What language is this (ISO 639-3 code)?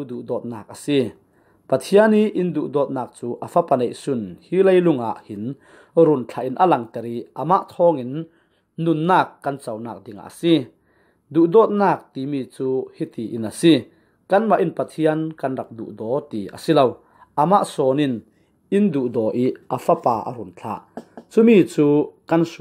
cfm